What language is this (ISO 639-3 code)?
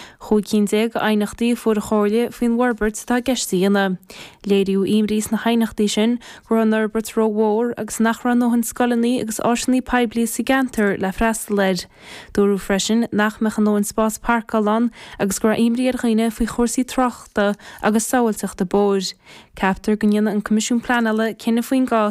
gle